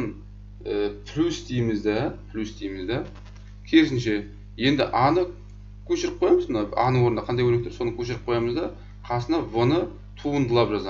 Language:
Kazakh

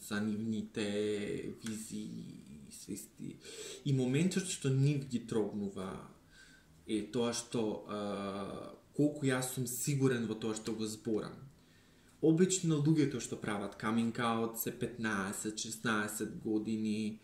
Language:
Macedonian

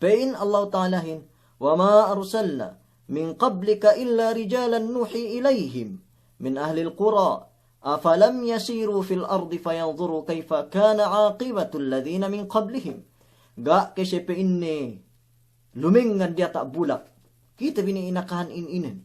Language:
Yakan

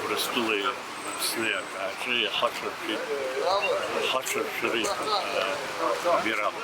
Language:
Abkhazian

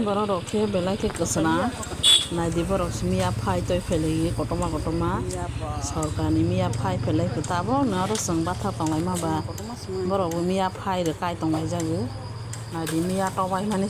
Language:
Kok Borok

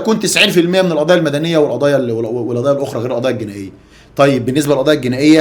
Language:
Egyptian Arabic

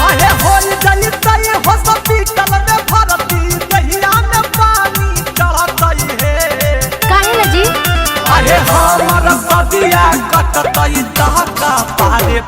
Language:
Magahi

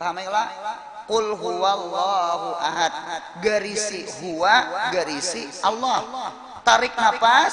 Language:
Banjar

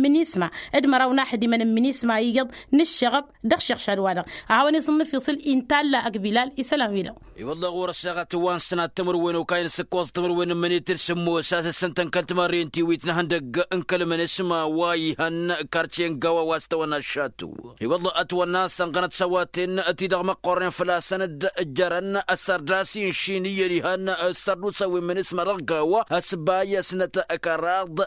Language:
Tamasheq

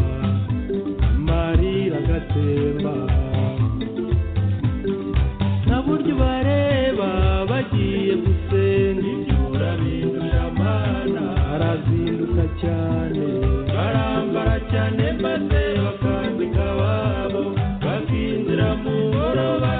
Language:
Kinyarwanda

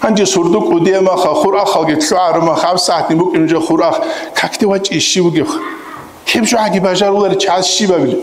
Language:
Avaric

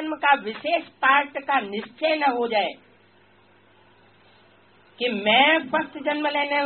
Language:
Hindi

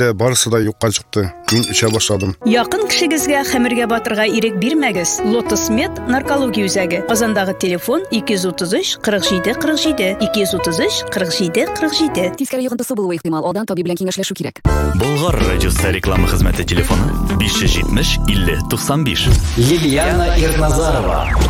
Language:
Tatar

